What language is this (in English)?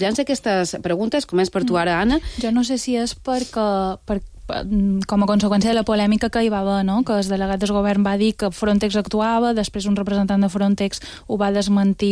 Catalan